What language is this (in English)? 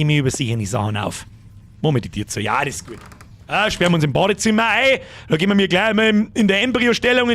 Bavarian